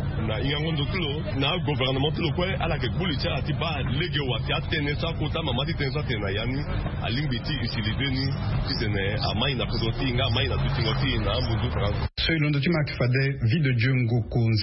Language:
Sango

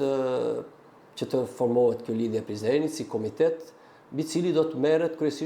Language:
Albanian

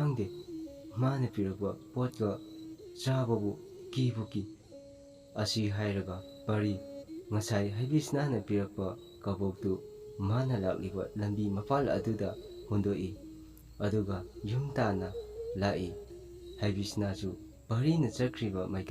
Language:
Manipuri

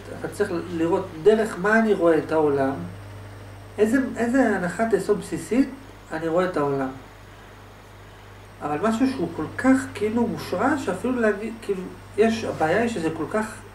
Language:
Hebrew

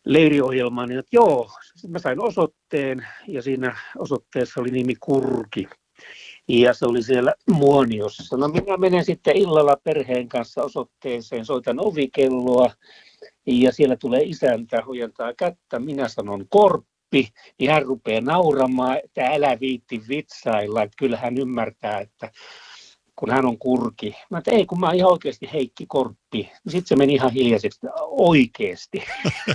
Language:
Finnish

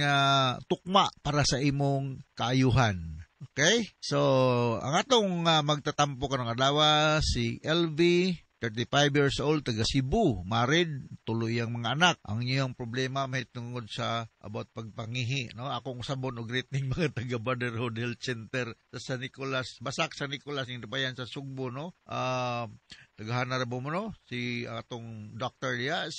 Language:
Cebuano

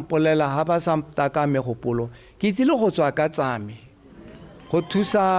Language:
Tswana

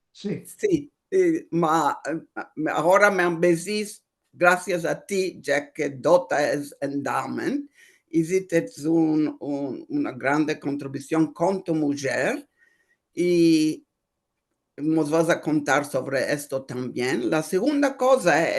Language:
Ladino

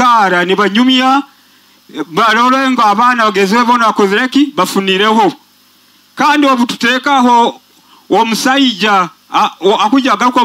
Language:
Nyoro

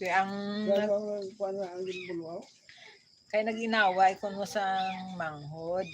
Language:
Hiligaynon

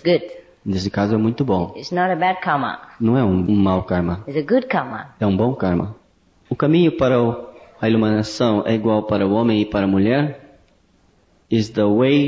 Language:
Portuguese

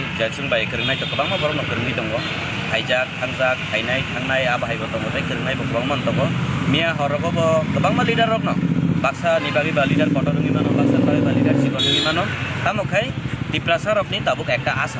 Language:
Kok Borok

